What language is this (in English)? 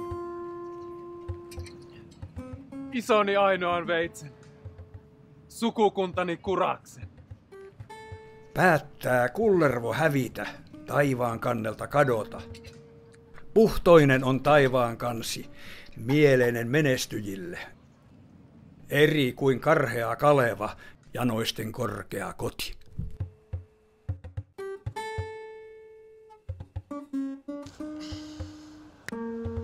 Finnish